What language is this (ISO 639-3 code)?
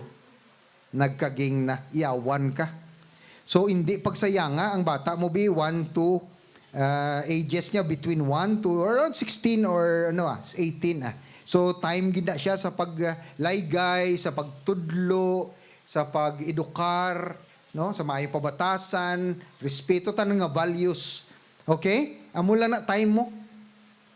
hil